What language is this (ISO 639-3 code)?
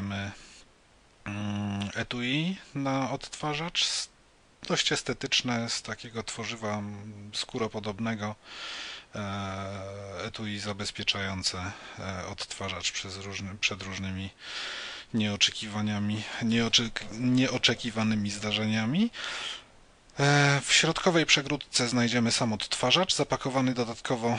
pol